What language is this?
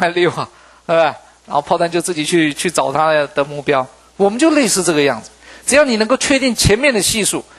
Chinese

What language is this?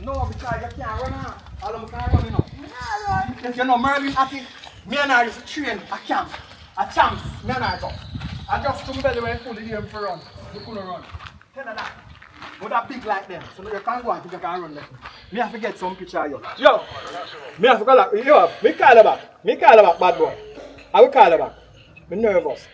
Jamaican Creole English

